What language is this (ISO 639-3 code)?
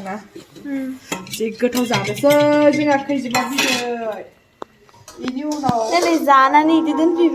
brx